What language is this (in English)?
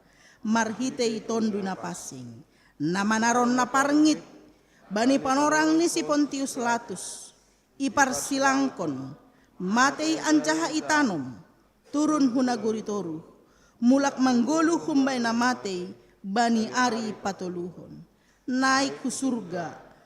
Batak Simalungun